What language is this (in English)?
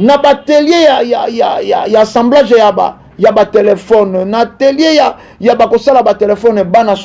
Lingala